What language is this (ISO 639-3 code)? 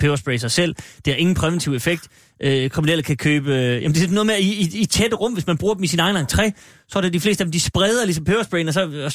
dan